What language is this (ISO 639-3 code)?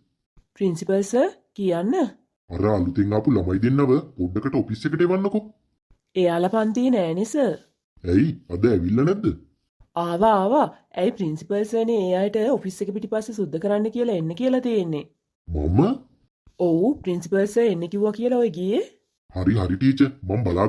sin